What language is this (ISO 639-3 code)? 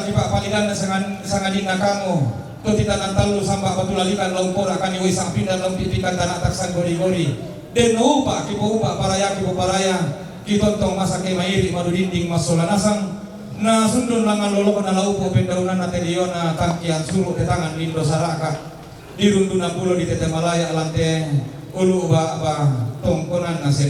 sda